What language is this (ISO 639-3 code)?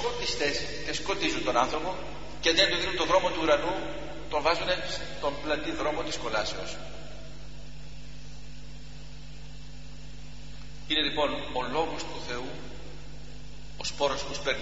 ell